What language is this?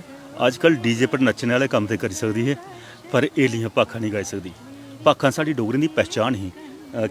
Dogri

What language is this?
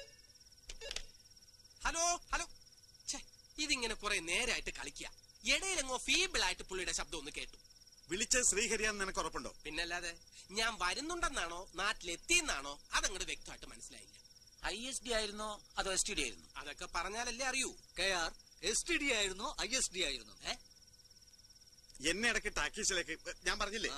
Malayalam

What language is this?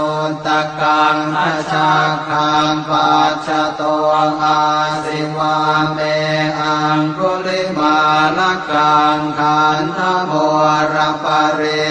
Pali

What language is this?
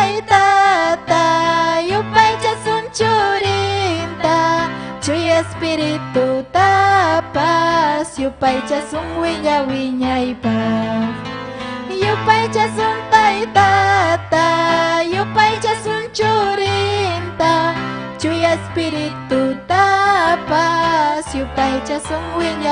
Ayacucho Quechua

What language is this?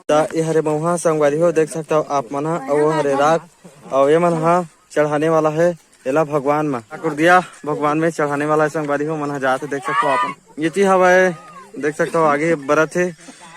Chhattisgarhi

